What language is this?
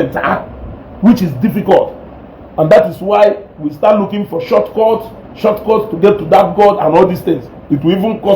Igbo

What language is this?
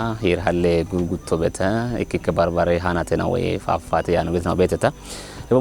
Kafa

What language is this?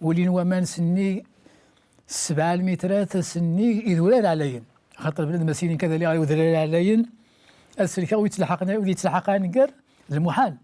Kabyle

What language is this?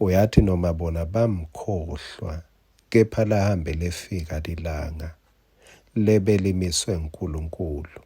Swati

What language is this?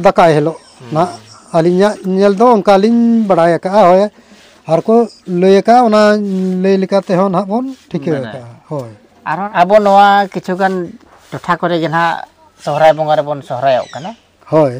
Santali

